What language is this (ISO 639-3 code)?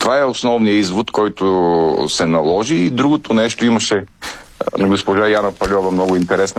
bul